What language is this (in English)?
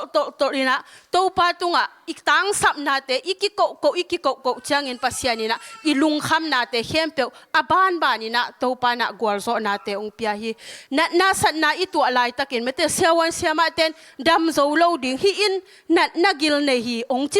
Tedim Chin